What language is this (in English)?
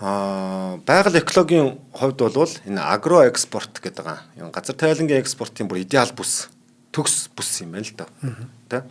Mongolian